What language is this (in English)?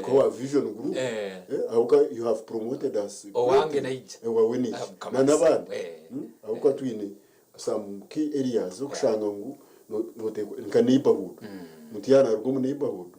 Nyankole